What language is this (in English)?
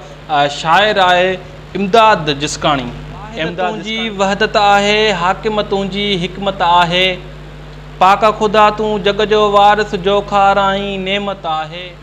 Sindhi